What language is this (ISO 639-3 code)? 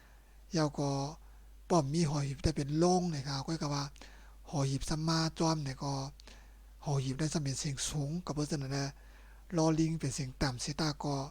shn